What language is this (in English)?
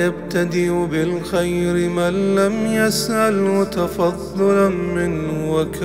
Arabic